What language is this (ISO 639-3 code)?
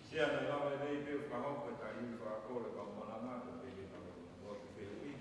ton